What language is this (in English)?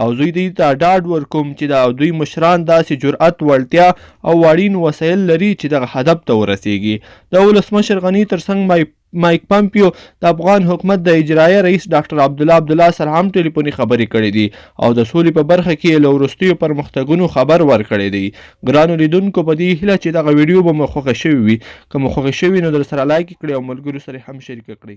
Pashto